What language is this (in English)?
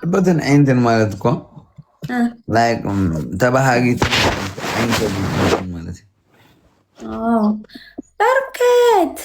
Tigrinya